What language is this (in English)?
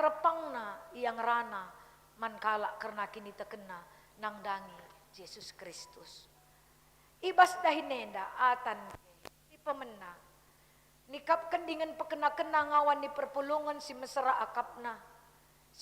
Batak Karo